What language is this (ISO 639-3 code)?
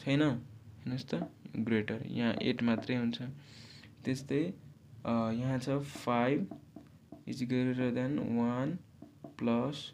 nep